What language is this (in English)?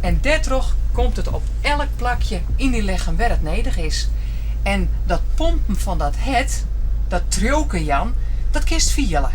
Western Frisian